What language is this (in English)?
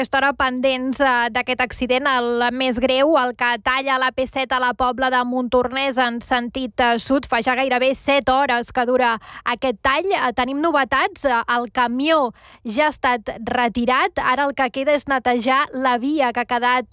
Catalan